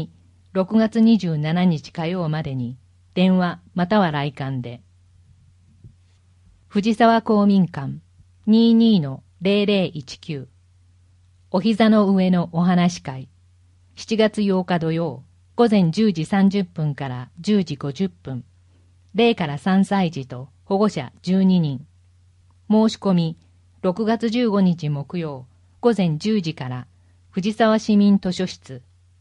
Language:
Japanese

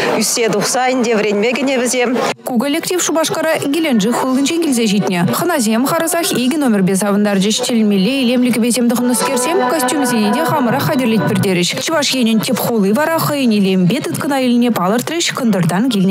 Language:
Chuvash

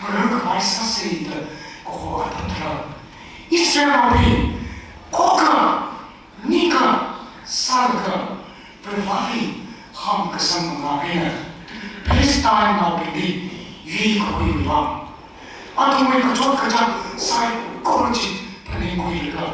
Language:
Tangkhul Naga (India)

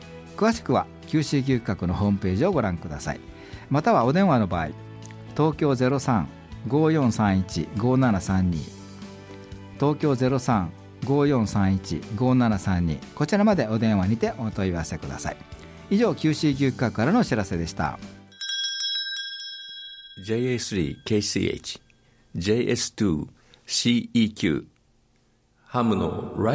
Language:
Japanese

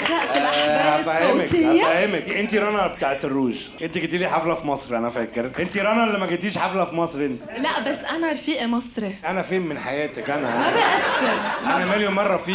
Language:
Egyptian Arabic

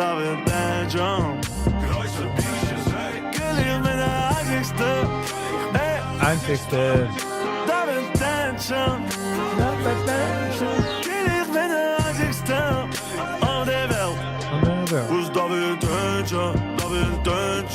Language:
Yiddish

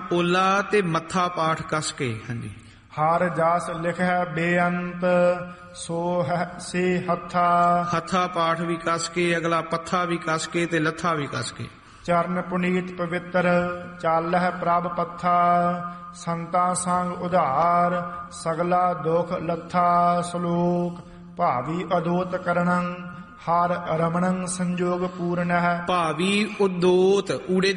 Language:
Punjabi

